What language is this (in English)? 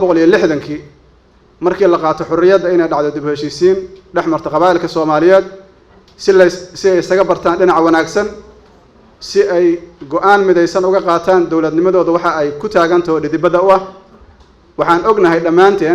Somali